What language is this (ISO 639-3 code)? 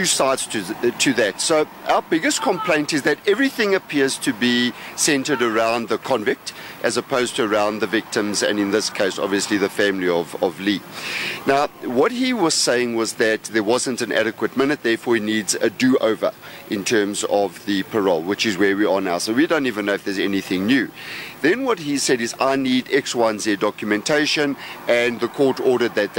eng